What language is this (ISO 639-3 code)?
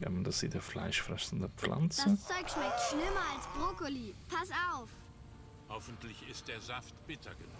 gsw